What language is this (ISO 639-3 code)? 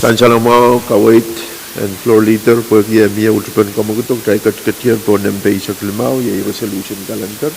pon